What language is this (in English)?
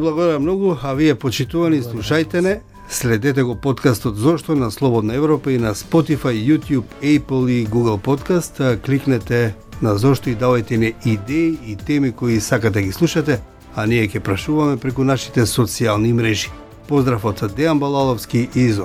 Macedonian